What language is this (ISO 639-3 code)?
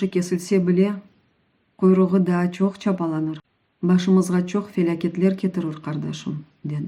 crh